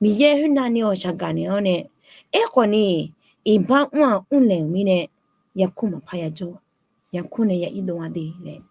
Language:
Akha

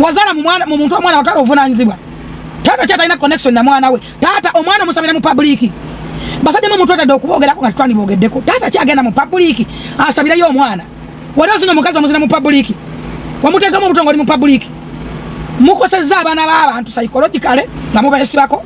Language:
Ganda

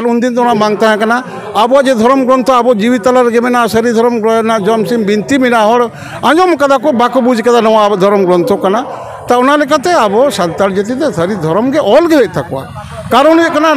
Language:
Santali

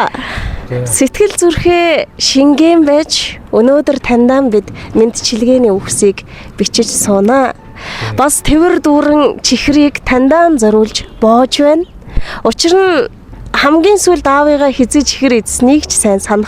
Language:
Mongolian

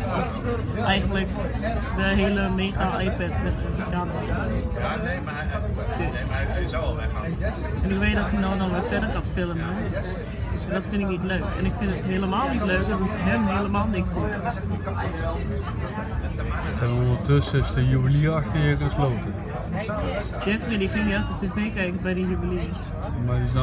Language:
Dutch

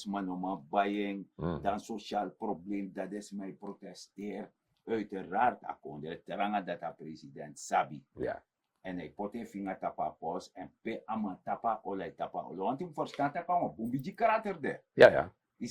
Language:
Sranan Tongo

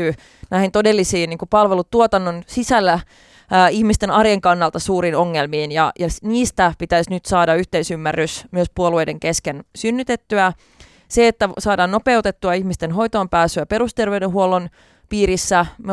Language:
Finnish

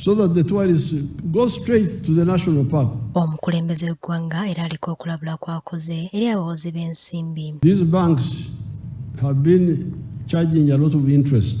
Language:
Ganda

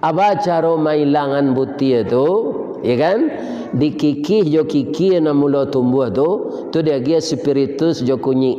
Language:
Minangkabau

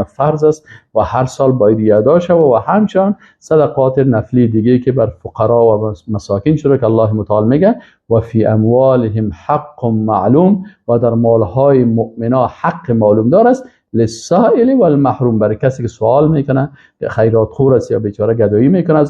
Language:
Persian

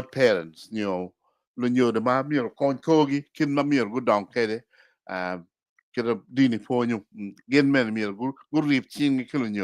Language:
Acoli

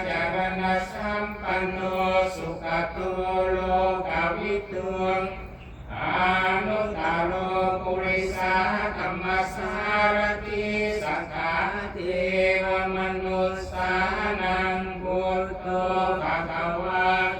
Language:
Pali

